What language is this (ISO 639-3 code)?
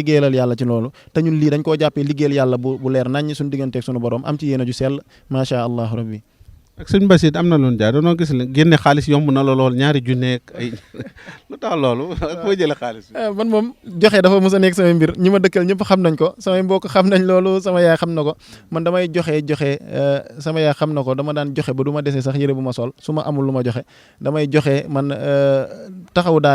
wol